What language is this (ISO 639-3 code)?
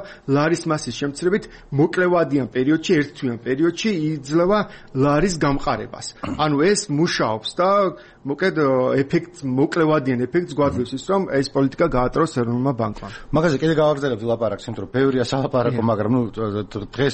kat